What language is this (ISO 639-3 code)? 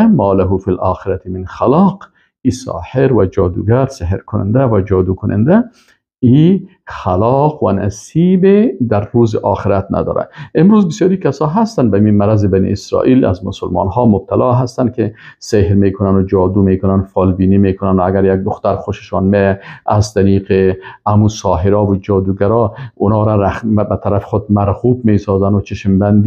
fas